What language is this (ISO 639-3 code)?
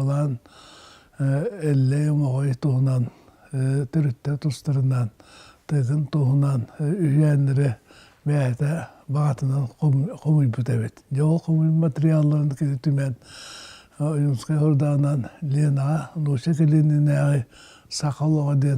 sah